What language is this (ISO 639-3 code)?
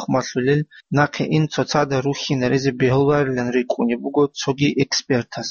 ava